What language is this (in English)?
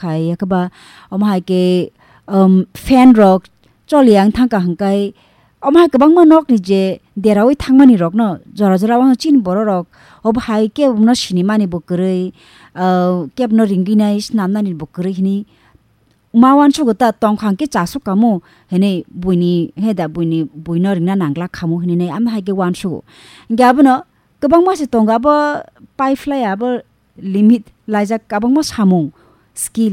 Kok Borok